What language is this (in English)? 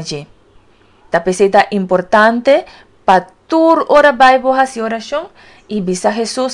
Papiamento